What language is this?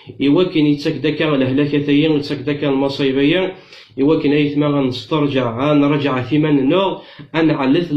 Kabyle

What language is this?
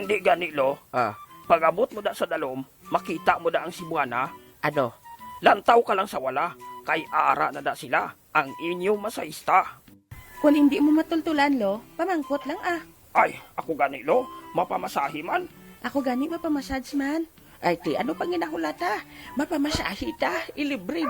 Hiligaynon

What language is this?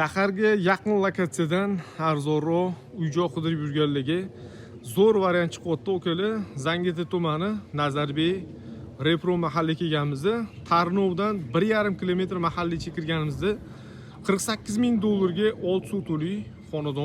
Uzbek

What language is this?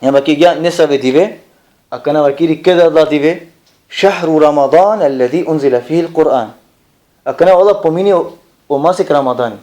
Balkan Romani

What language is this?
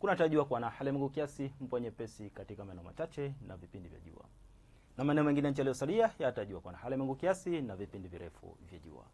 Swahili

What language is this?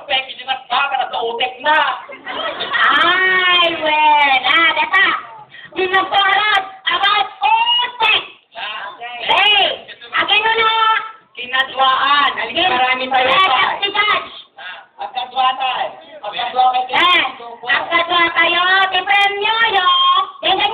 Iloko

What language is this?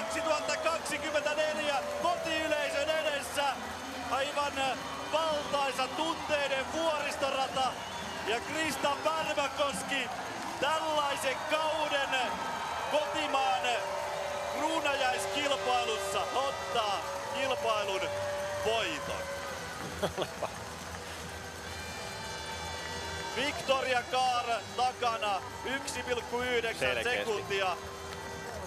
Finnish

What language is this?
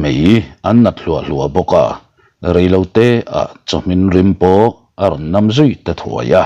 Mizo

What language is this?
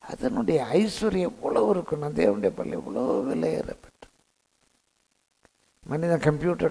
Tamil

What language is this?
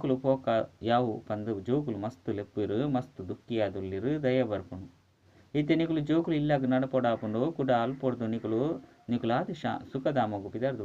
Tulu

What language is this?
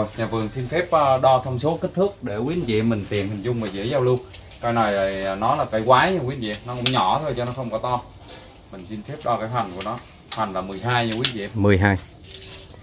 Vietnamese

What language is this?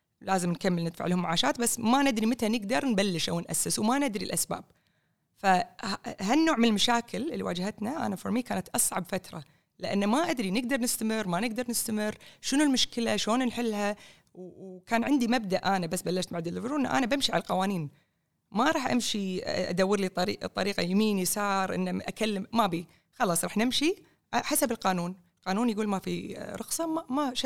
Gulf Arabic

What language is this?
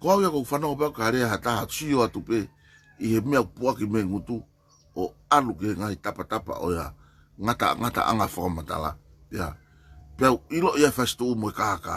Tongan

